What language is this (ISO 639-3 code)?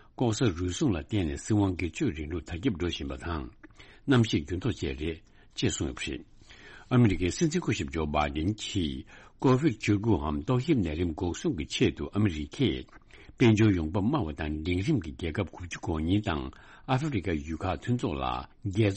bod